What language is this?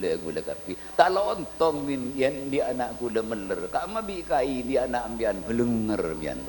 Madurese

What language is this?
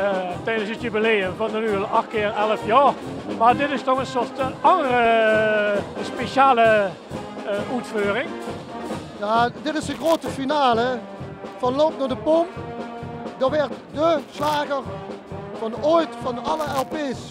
Limburgish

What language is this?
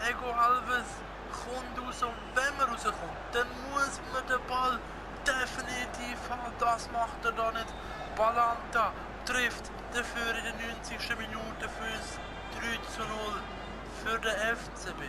Swiss German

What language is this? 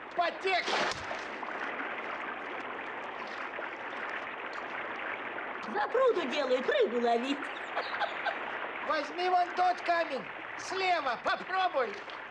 Russian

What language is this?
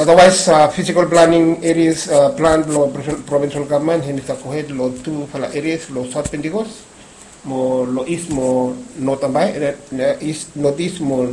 Bislama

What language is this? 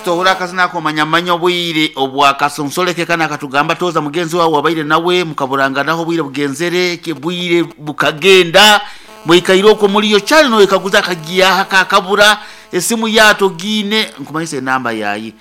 Nyankole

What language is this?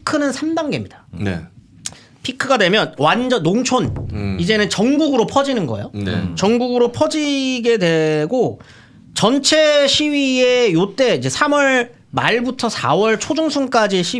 Korean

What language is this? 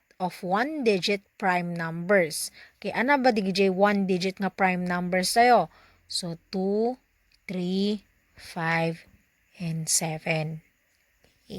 Iloko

